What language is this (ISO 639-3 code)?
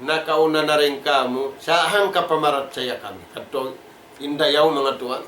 tsg